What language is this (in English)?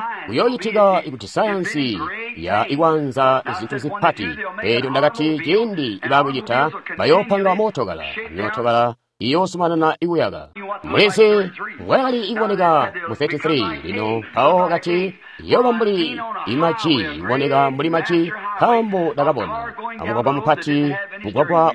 Tonga (Zambia)